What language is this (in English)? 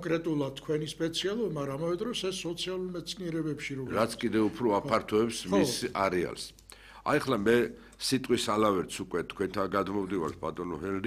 Georgian